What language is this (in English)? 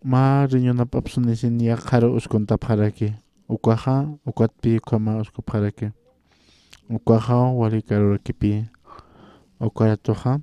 Aymara